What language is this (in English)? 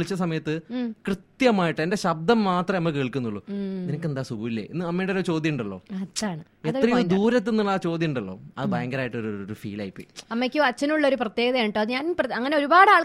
Malayalam